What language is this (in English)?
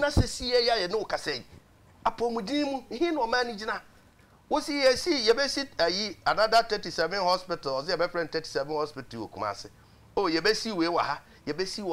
Akan